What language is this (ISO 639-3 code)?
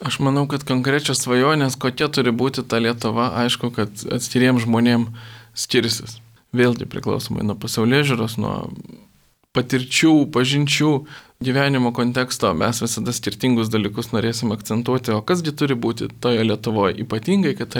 lit